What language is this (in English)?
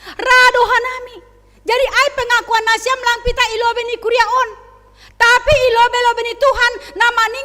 Batak Simalungun